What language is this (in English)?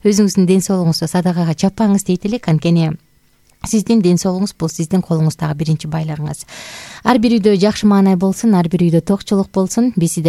Kyrgyz